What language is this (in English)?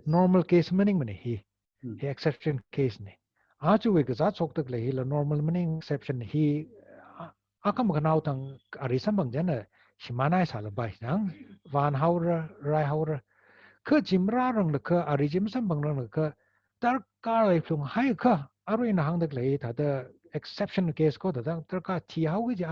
Tangkhul Naga (India)